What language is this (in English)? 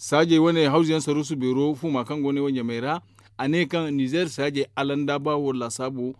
Zarma